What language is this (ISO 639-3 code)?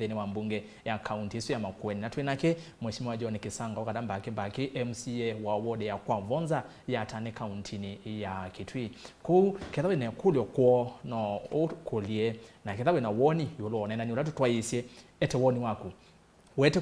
kam